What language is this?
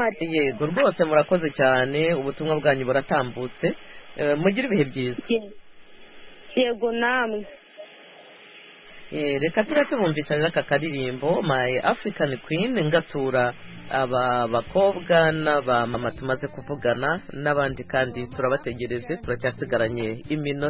Kinyarwanda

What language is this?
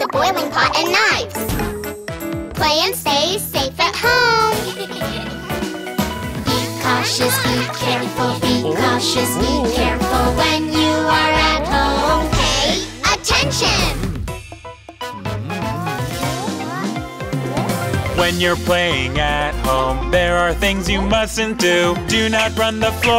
Korean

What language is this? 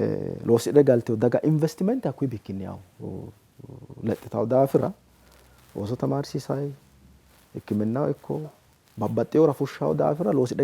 Sidamo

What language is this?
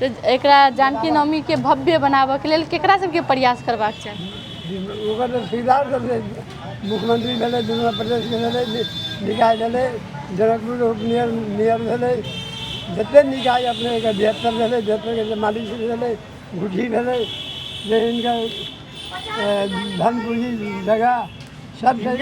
Maithili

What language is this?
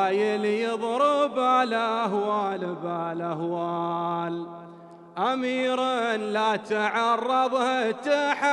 Arabic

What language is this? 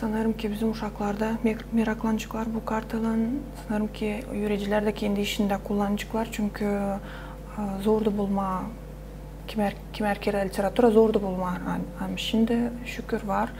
Gagauz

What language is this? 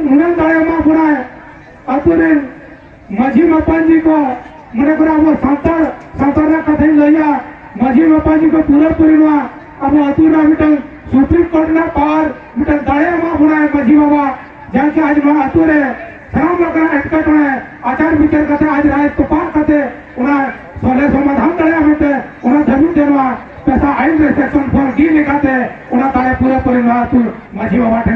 Santali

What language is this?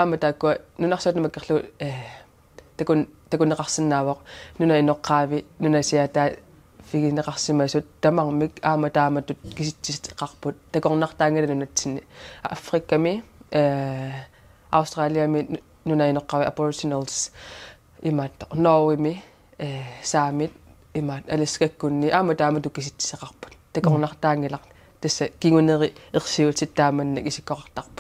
Kalaallisut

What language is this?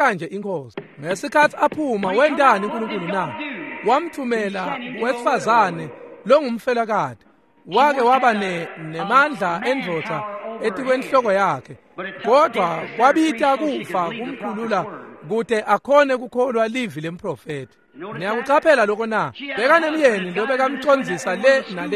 Swati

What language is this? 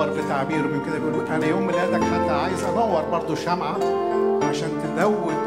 Egyptian Arabic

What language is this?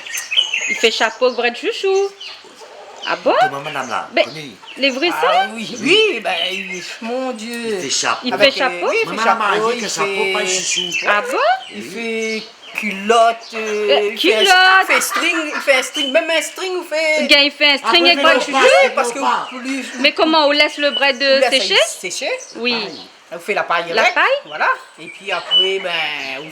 Réunion Creole French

